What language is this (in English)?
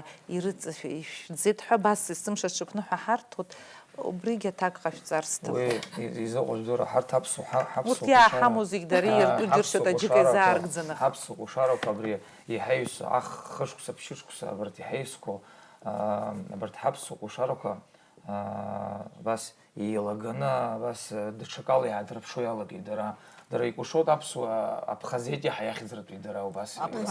Abkhazian